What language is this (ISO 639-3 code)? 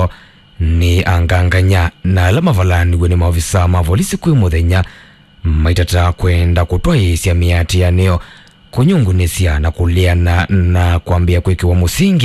kam